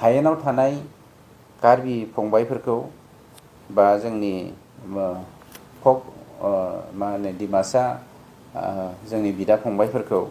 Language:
Bodo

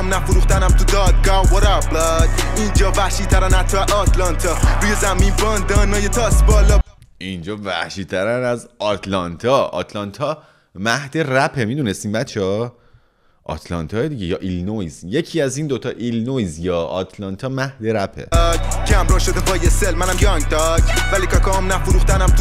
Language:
Persian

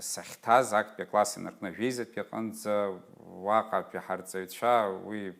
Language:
Abkhazian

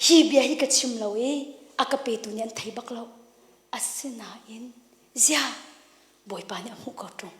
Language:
Hakha Chin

